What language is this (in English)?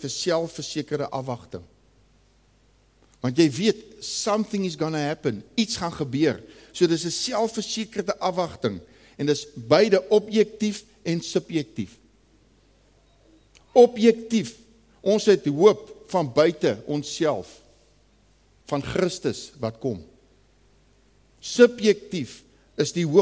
Afrikaans